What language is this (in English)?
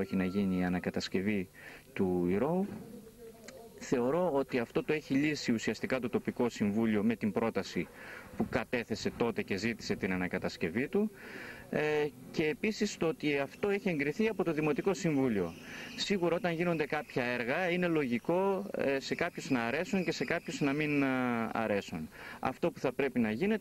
Greek